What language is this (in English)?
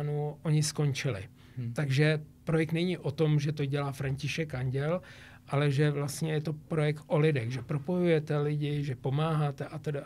Czech